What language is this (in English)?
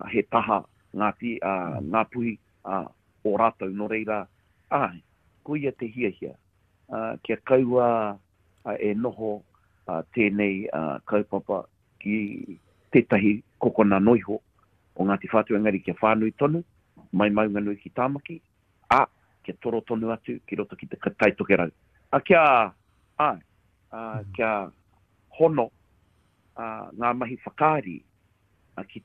Māori